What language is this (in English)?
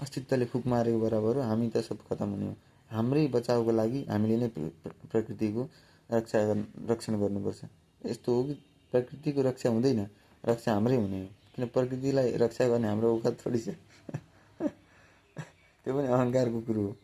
Nepali